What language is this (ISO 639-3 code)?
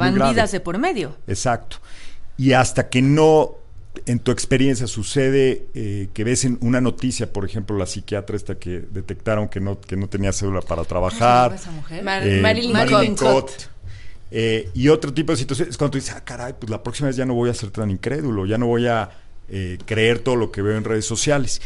spa